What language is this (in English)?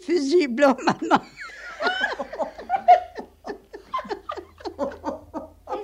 French